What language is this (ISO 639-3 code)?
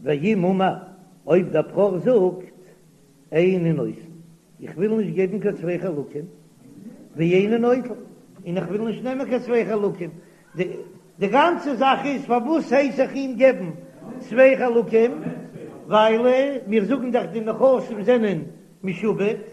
yid